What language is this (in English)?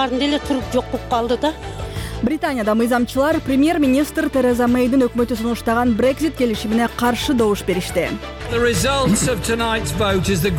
Kyrgyz